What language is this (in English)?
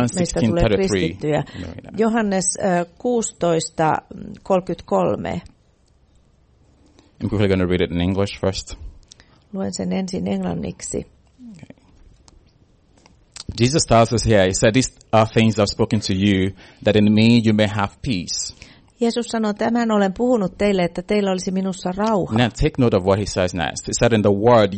Finnish